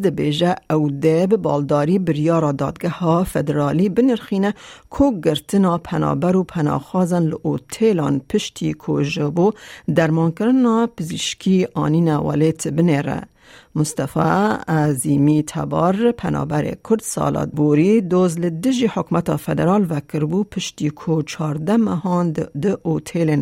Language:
Kurdish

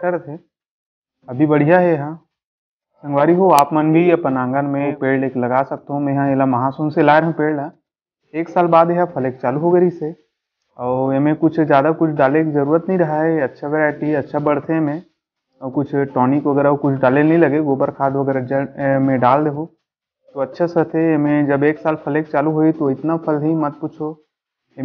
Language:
Chhattisgarhi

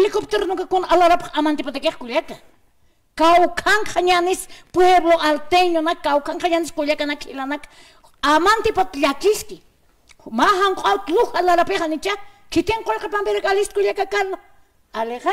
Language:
Aymara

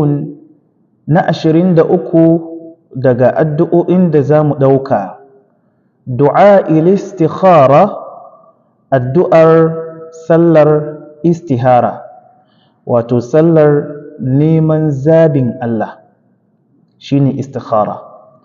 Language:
Hausa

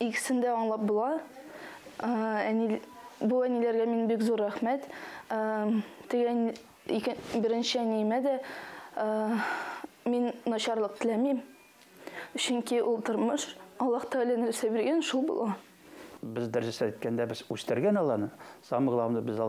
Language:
Tatar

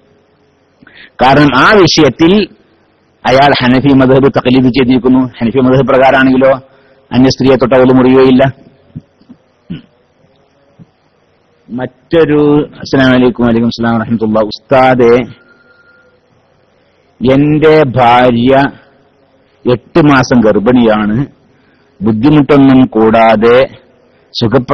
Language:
Malayalam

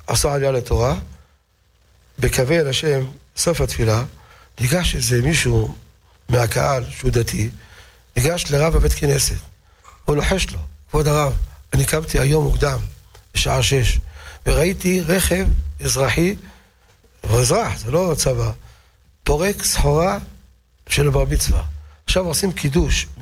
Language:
Hebrew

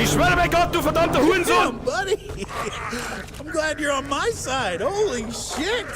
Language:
Bavarian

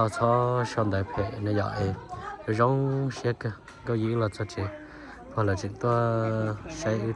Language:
Hmong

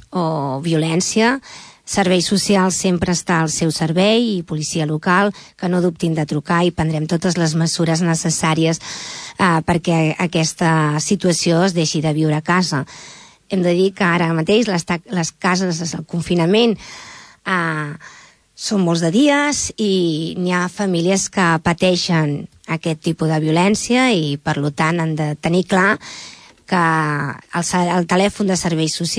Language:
Catalan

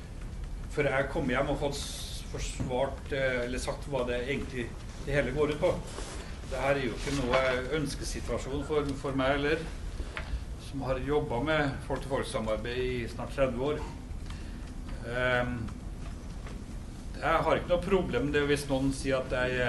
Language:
Norwegian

